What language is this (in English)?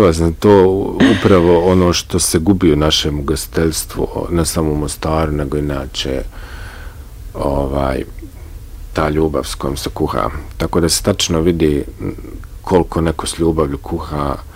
Bosnian